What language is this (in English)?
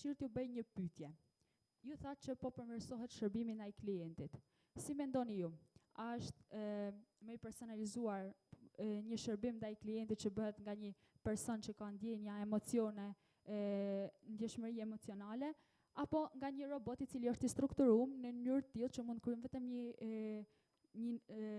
Albanian